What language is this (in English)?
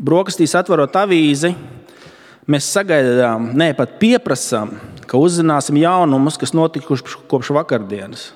Latvian